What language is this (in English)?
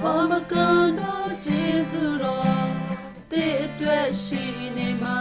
Western Kayah